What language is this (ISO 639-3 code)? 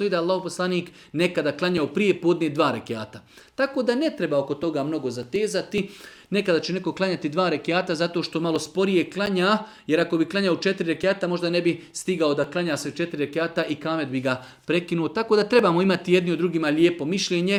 srp